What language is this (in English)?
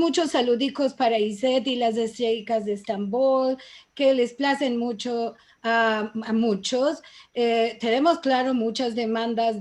Ladino